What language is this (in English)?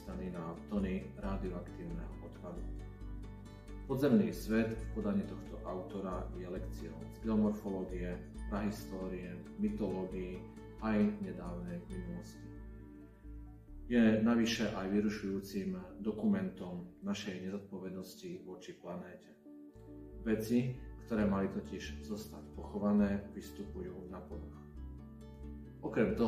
Slovak